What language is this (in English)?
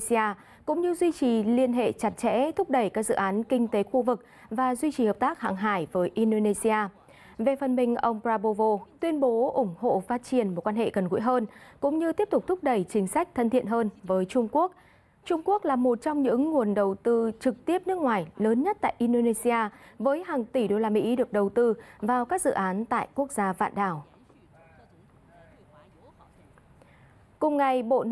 Vietnamese